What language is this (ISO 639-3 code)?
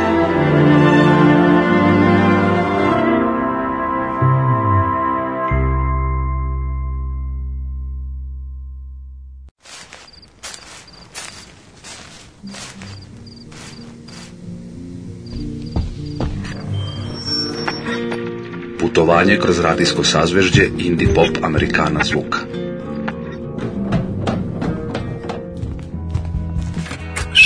srp